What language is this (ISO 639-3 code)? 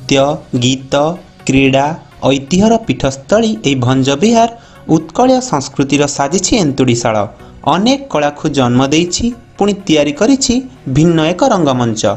ori